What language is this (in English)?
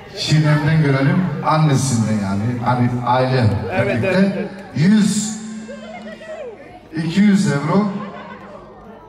Turkish